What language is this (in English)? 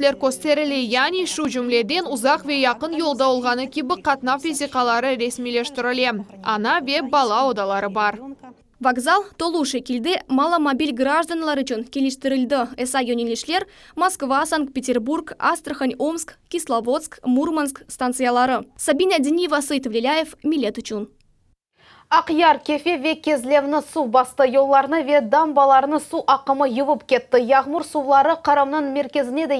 Crimean Tatar